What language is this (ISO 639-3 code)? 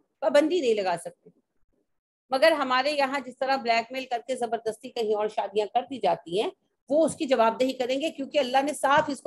urd